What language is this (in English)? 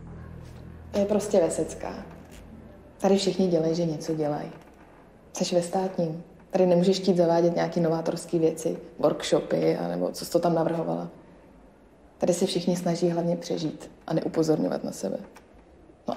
Czech